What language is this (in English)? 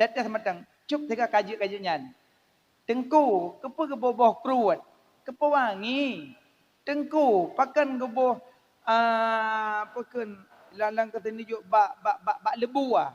Achinese